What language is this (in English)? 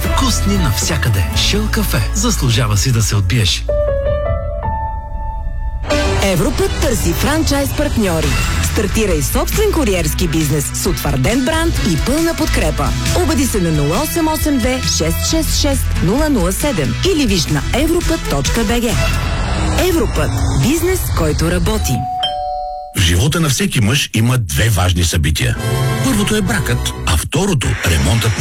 Bulgarian